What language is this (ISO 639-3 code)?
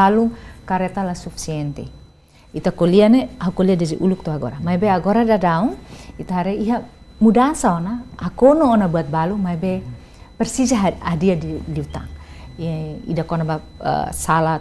tet